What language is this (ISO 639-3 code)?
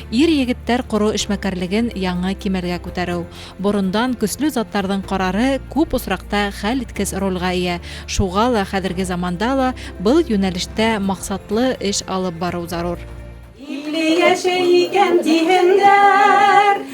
bak